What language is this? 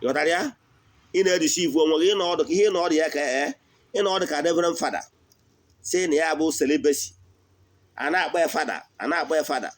Igbo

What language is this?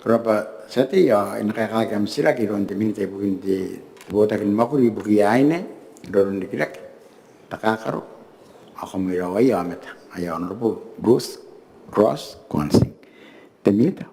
Gilbertese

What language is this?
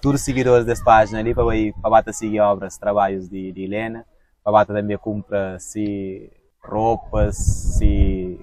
Kabuverdianu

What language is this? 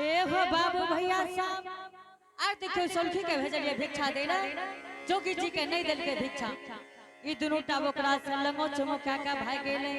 Angika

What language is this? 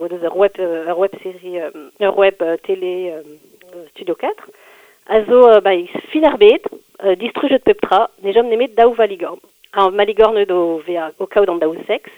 Breton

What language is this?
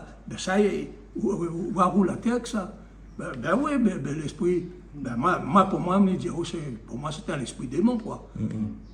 Réunion Creole French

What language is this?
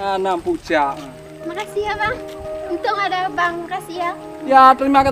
Achinese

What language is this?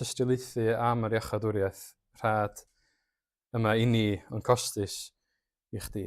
Welsh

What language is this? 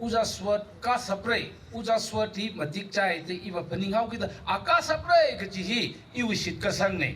Tangkhul Naga (India)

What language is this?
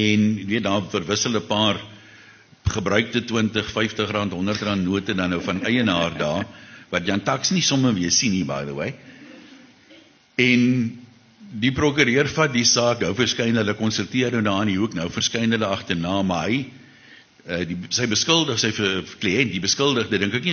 Afrikaans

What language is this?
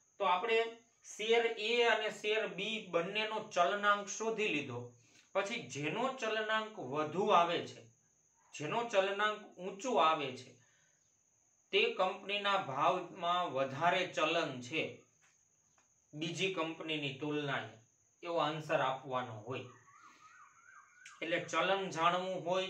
Gujarati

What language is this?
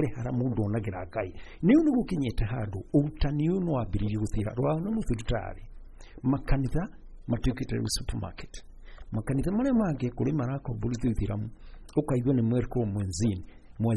Kikuyu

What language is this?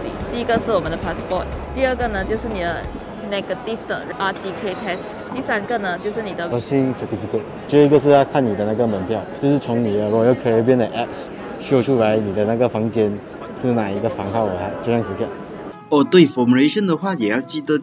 Chinese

